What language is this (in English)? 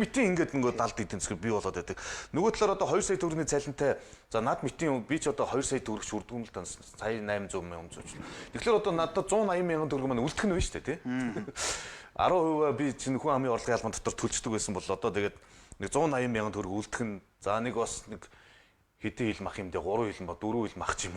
Mongolian